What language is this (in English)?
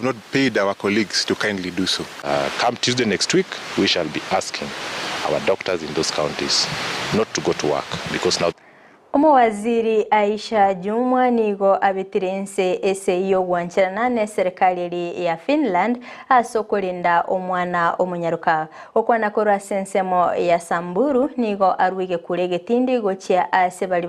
Gusii